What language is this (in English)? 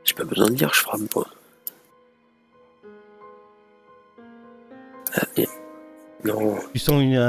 French